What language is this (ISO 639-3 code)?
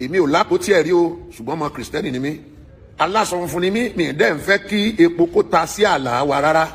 yor